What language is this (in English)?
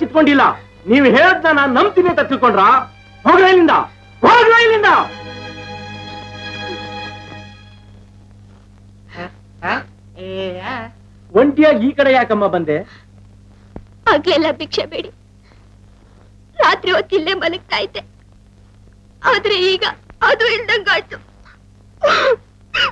Kannada